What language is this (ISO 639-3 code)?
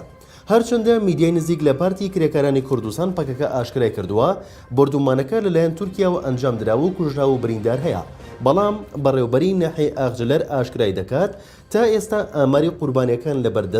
ckb